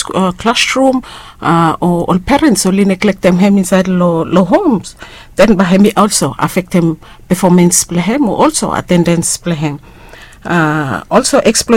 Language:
Bislama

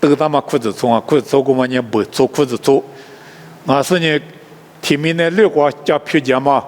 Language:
Lisu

